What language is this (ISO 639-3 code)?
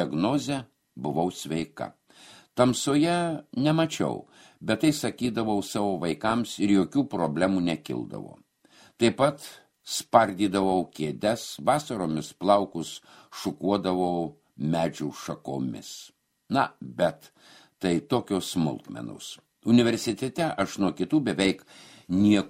lit